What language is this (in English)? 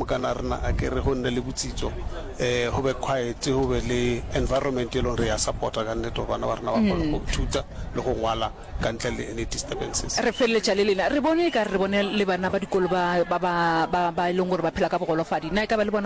Northern Sotho